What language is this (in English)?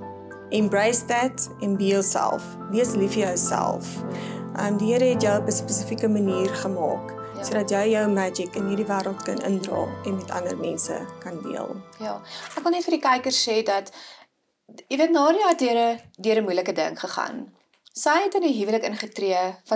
Afrikaans